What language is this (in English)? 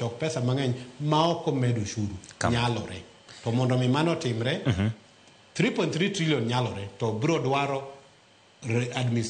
Luo (Kenya and Tanzania)